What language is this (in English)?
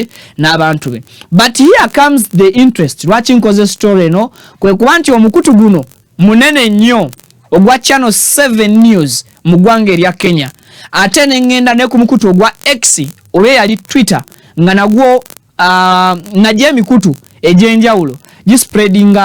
Ganda